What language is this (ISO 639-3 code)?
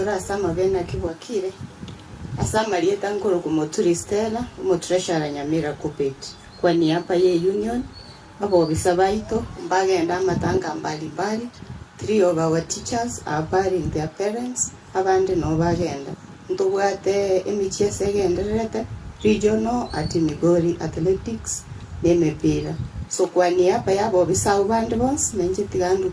guz